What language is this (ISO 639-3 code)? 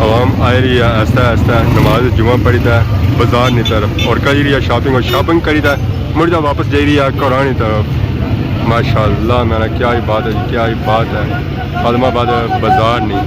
phr